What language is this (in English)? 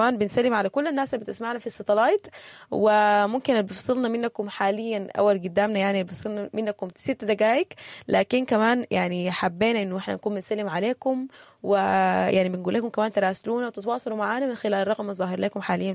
Sudanese Arabic